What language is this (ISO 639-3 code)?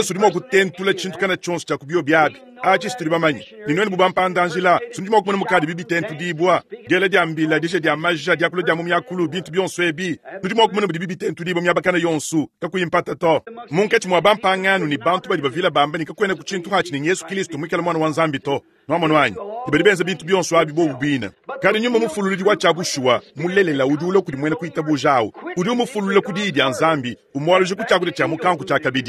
lua